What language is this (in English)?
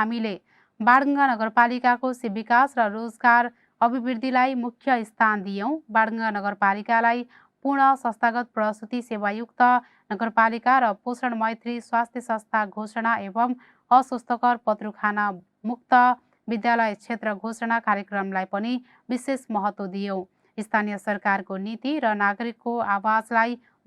Nepali